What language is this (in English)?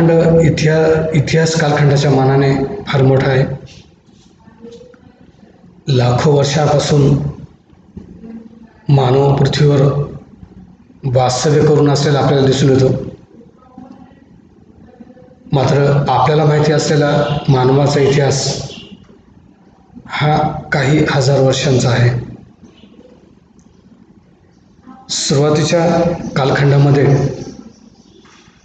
Marathi